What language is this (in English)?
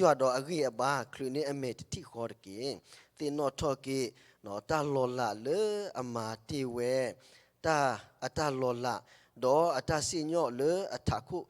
S'gaw Karen